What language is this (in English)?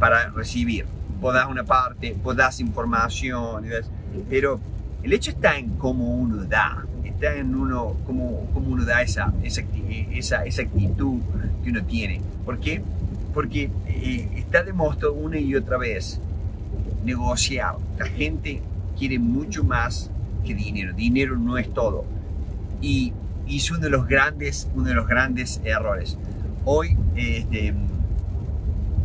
Spanish